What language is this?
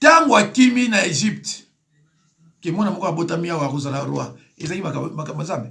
Lingala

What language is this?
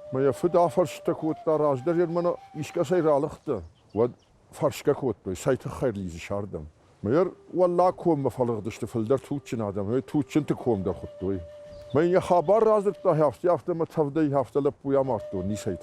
Ossetic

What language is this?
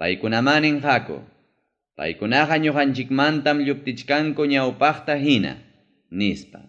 Ayacucho Quechua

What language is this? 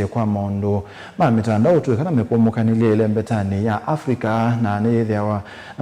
Kamba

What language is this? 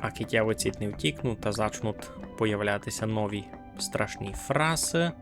Rusyn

